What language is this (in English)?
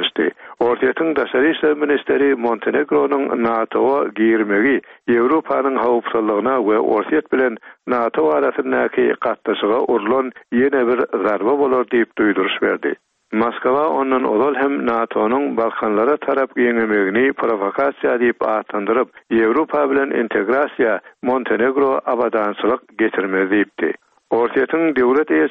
Turkmen